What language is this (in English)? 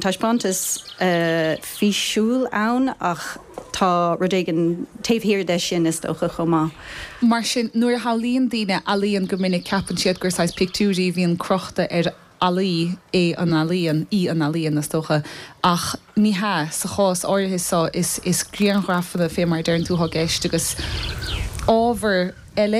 Irish